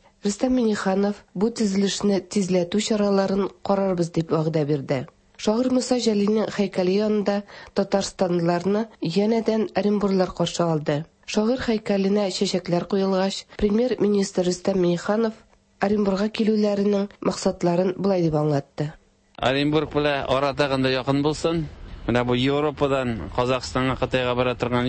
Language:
Tatar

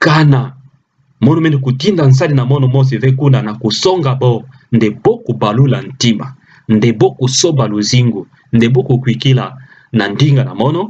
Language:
Kituba (Democratic Republic of Congo)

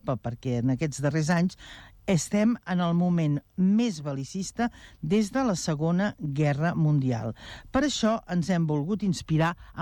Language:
Catalan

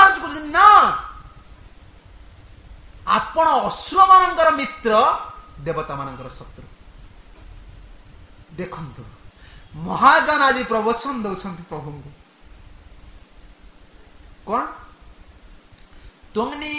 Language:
Odia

